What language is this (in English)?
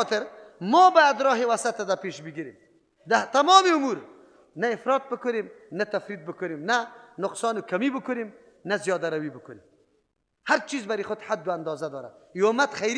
Persian